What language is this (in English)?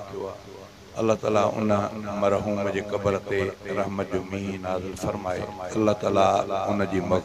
Sindhi